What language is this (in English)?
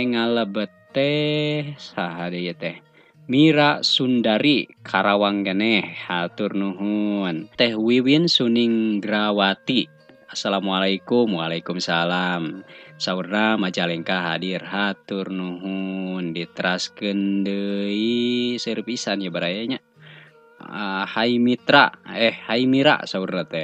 Sundanese